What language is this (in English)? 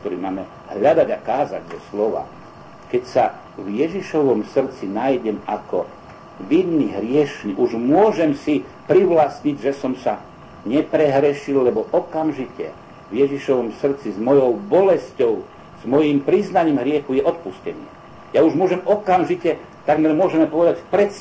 Slovak